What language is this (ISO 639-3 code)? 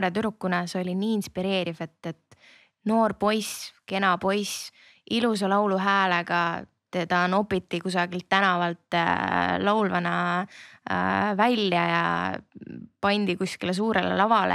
est